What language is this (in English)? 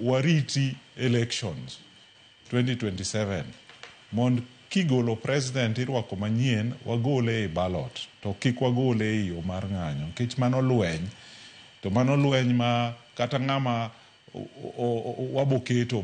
Luo (Kenya and Tanzania)